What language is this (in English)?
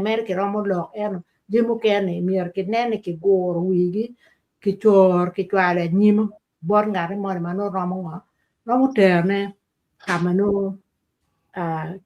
Acoli